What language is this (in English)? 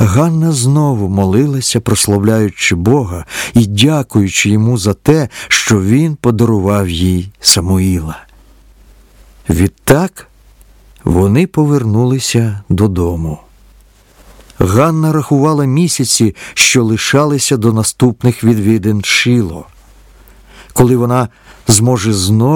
Ukrainian